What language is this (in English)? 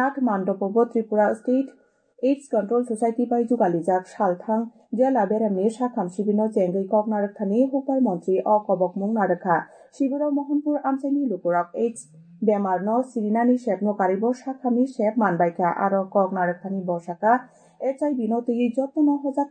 Kok Borok